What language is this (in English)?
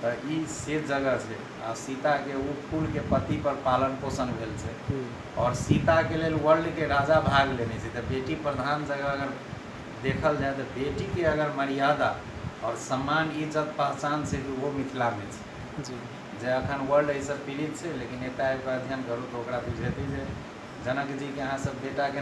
Maithili